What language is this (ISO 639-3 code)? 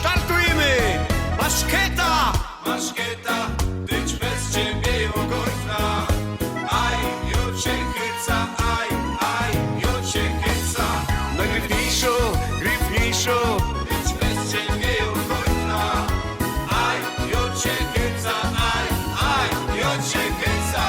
szl